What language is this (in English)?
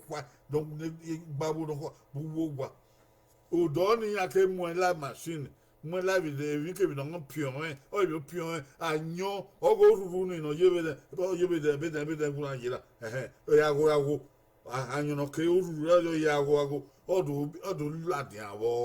Bini